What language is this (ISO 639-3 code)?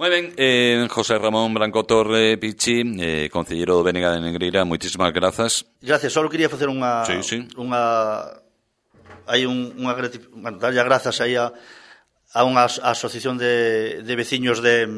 glg